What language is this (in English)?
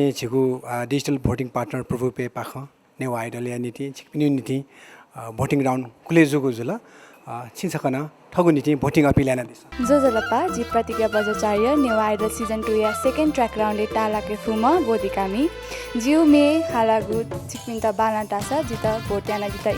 Newari